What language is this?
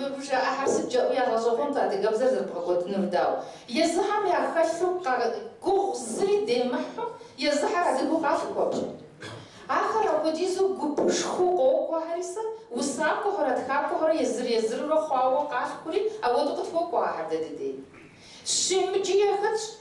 Kabardian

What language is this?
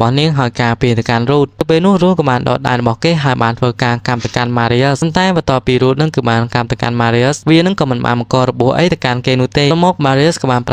Khmer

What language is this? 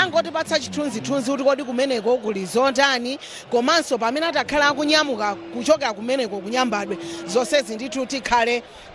Nyanja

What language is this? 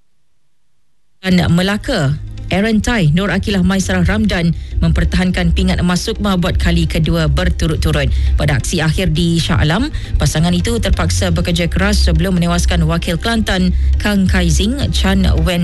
Malay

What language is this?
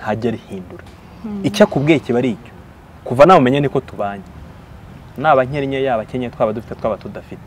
Kinyarwanda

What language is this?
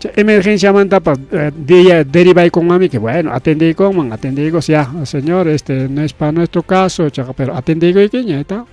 Ayacucho Quechua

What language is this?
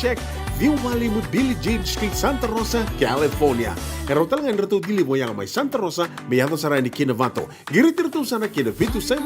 Fijian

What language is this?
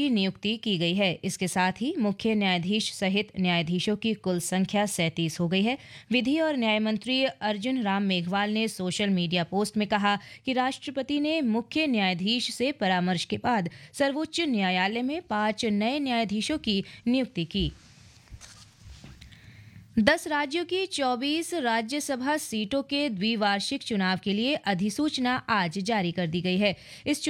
Hindi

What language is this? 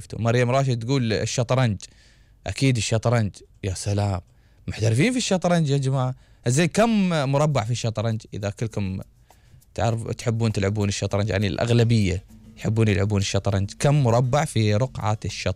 Gulf Arabic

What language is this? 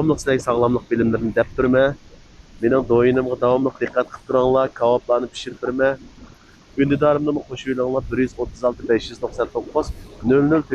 Uyghur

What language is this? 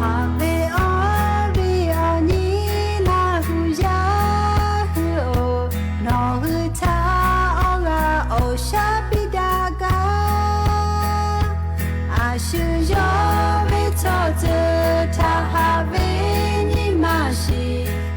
Lahu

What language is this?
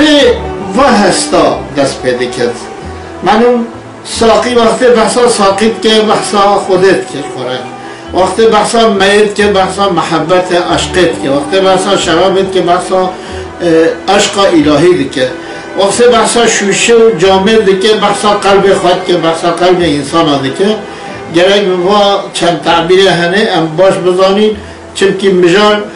Kurdish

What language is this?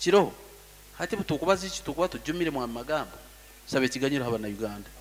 Nyoro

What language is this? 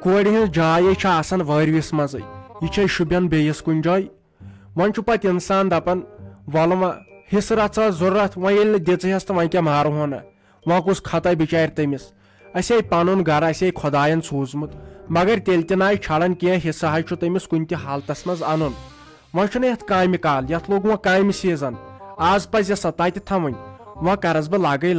Kashmiri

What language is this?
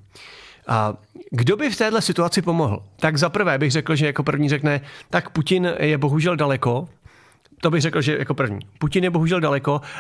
Czech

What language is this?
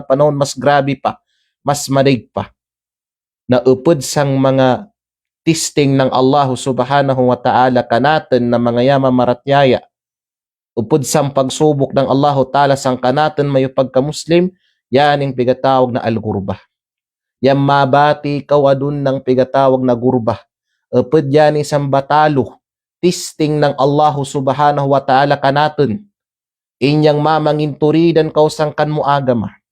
Kalagan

